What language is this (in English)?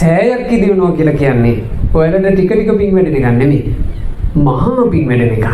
Sinhala